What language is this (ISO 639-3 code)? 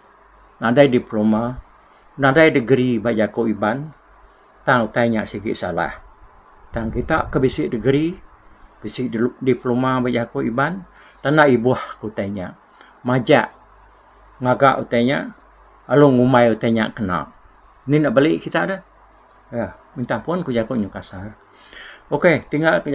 iba